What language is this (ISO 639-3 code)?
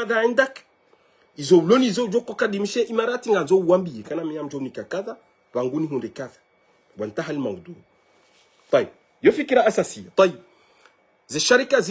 zdj